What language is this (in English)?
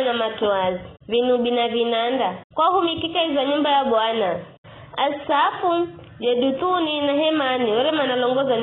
Giryama